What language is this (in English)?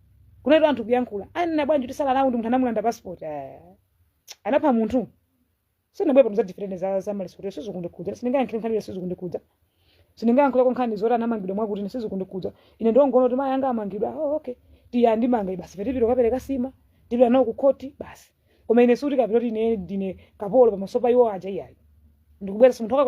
Nyanja